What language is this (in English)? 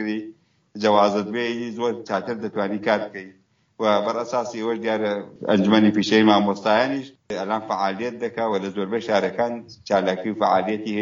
Central Kurdish